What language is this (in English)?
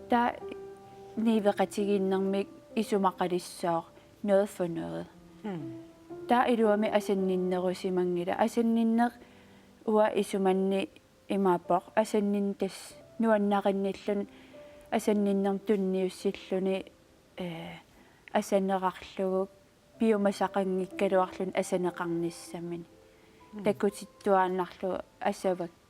Kalaallisut